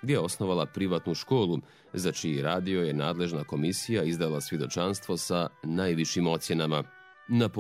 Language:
Bosnian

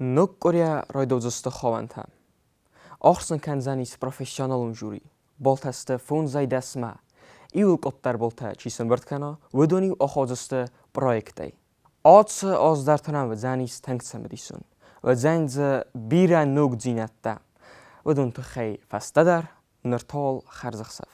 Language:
Ossetic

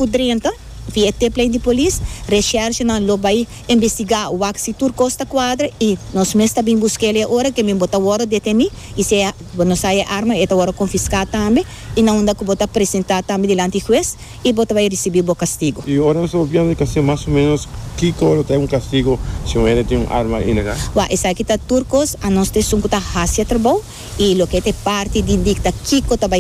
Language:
Papiamento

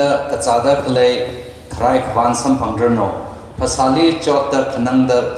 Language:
Tangkhul Naga (India)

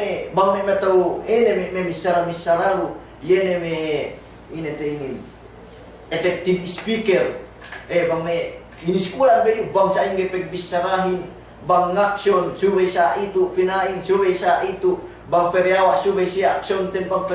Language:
Yakan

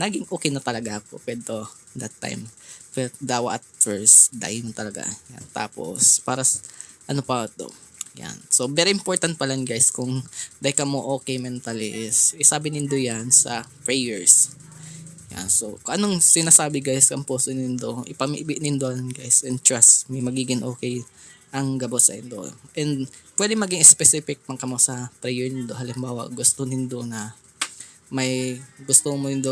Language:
Bikol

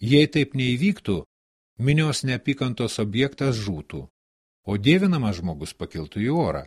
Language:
Lithuanian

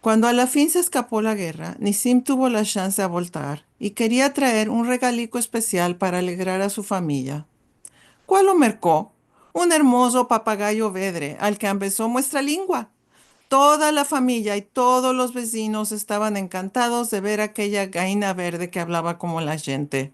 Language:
Ladino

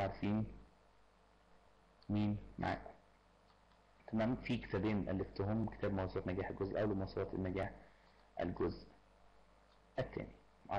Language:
Egyptian Arabic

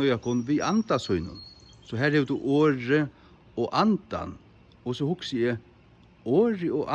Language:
Faroese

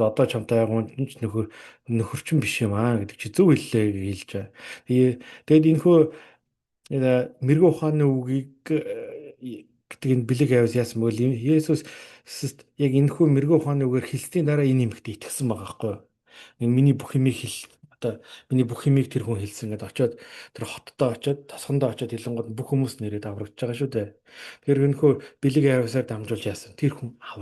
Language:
Mongolian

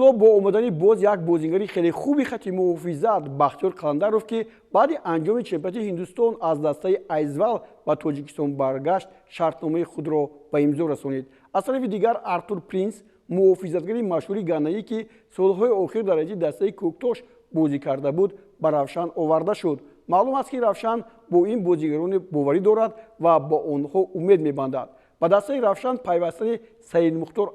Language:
Tajik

